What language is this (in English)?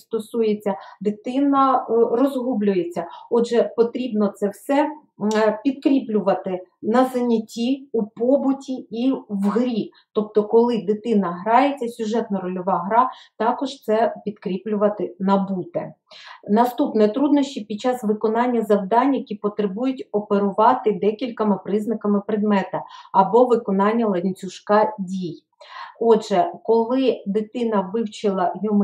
Ukrainian